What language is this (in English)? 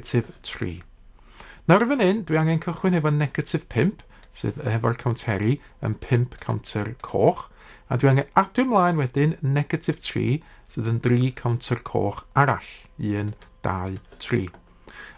Welsh